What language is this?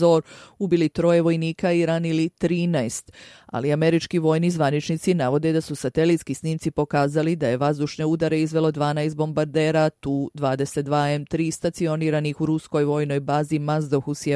Serbian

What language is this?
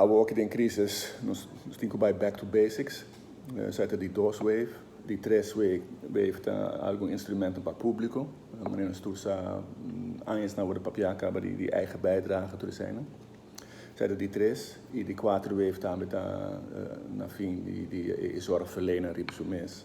Papiamento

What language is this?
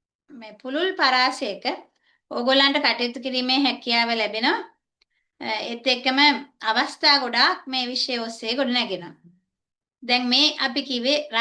Sinhala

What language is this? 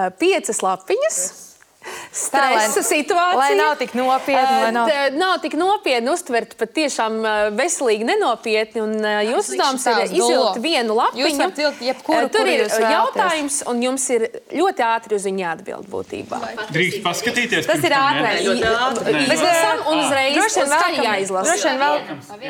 Latvian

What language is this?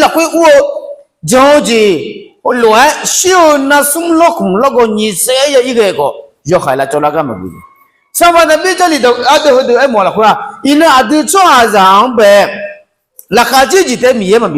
Akha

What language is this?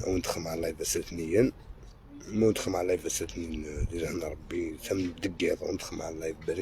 Algerian Arabic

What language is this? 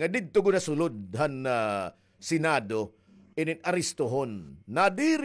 Waray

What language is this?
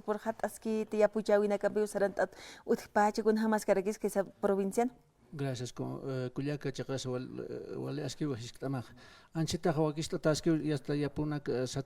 Aymara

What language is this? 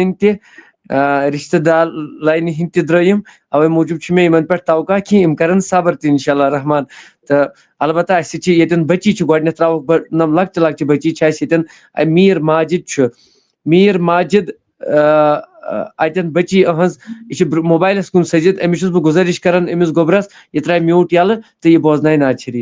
Kashmiri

